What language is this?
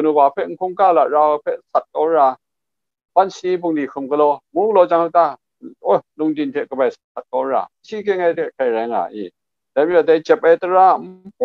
Kachin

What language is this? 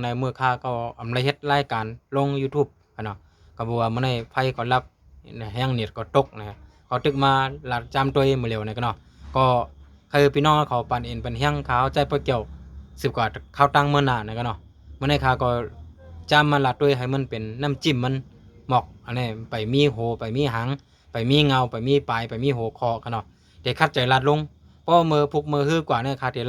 Shan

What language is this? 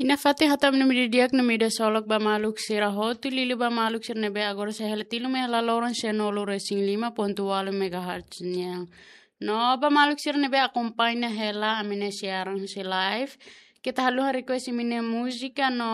Tetum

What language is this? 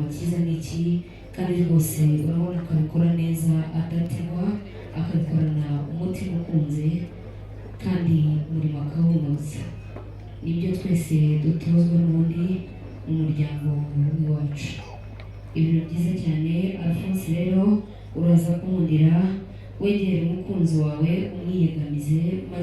Kinyarwanda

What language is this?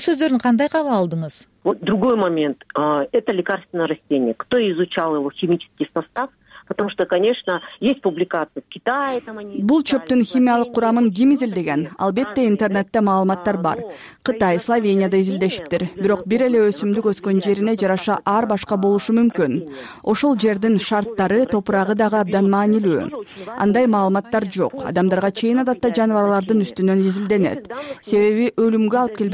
Kyrgyz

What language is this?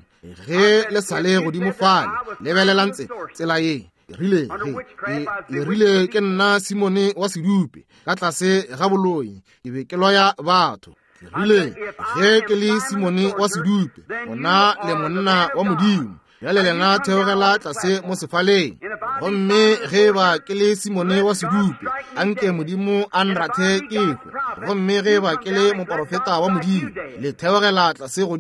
Northern Sotho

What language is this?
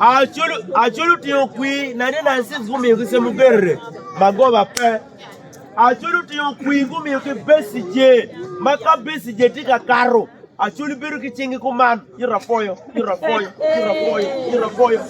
Acoli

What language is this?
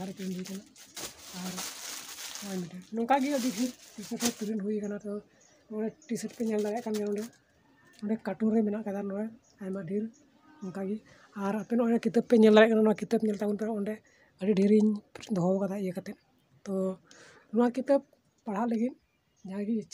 Santali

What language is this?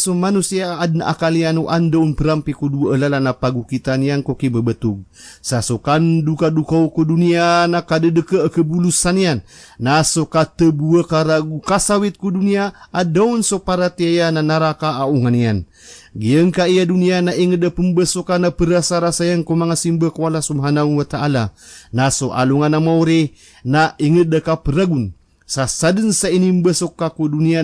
Maranao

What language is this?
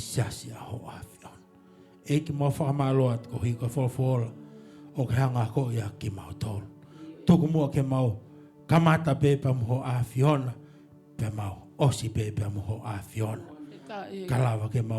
Tongan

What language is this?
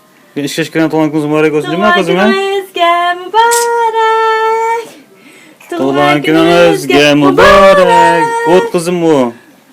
Uyghur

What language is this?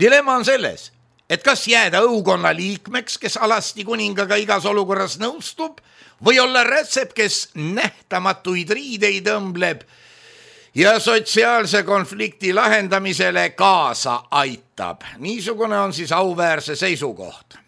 Estonian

